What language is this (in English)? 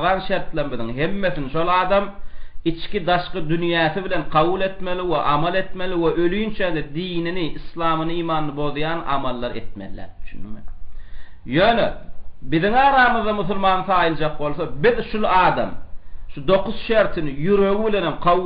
Turkmen